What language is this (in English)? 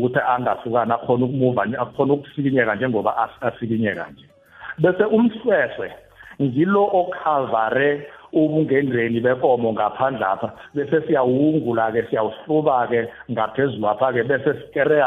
South Ndebele